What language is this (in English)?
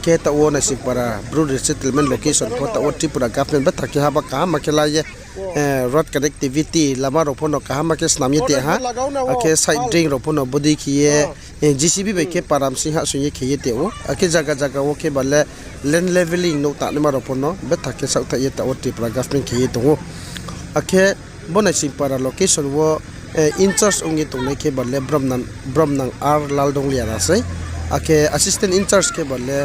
Riang (India)